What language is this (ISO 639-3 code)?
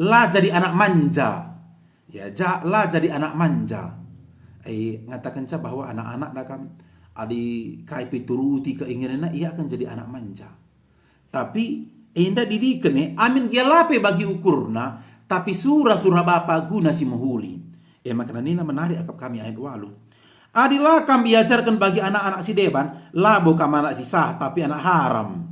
btx